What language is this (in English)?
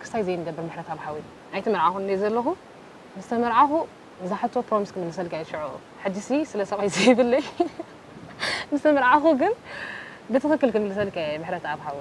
Tigrinya